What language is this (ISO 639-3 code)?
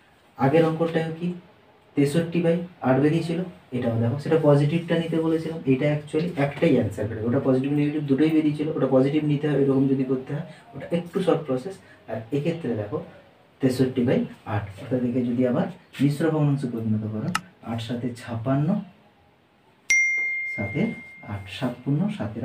ben